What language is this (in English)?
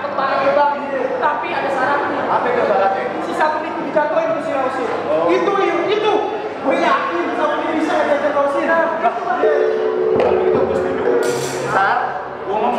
Betawi